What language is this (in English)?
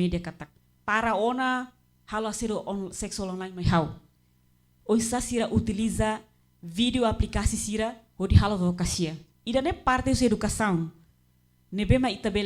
Tetum